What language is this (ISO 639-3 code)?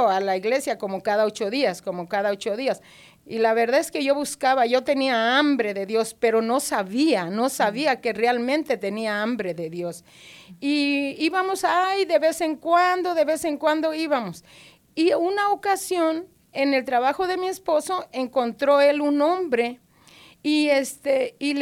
spa